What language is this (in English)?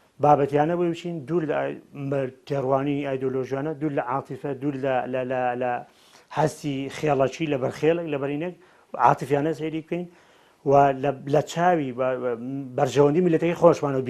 Central Kurdish